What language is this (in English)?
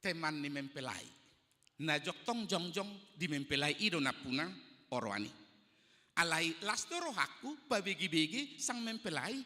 Batak Toba